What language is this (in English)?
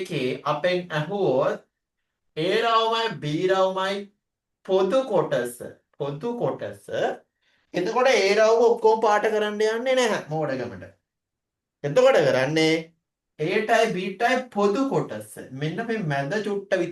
Sinhala